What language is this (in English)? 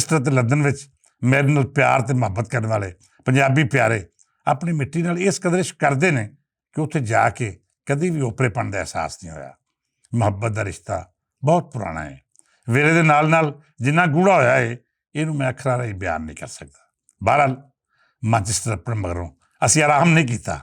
Western Panjabi